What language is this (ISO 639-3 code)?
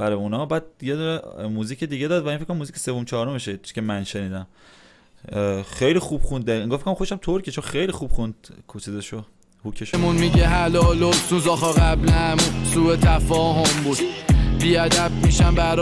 fas